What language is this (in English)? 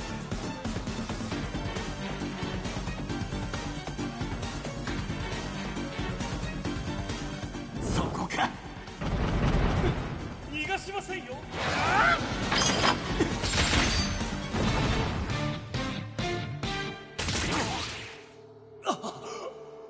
Japanese